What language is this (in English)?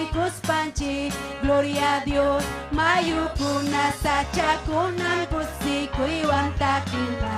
Ayacucho Quechua